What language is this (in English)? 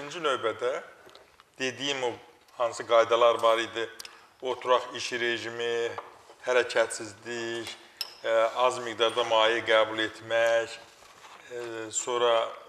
Azerbaijani